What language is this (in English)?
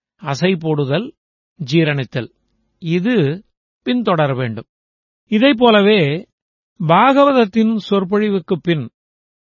Tamil